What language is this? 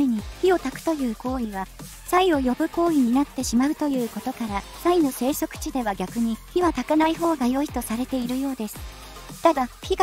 Japanese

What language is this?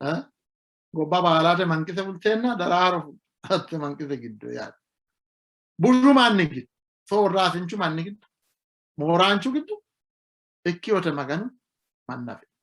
Sidamo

